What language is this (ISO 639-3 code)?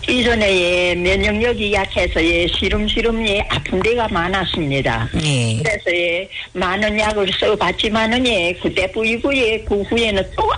kor